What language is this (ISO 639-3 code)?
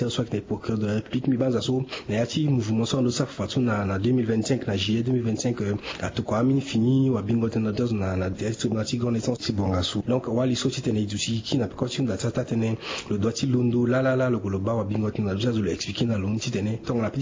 sag